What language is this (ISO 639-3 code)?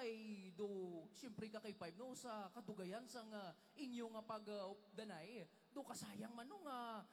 hil